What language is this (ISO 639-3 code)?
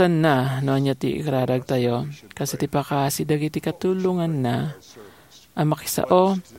ilo